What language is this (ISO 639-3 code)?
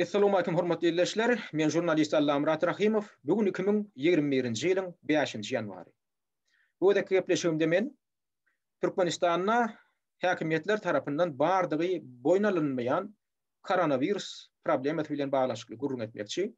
tuk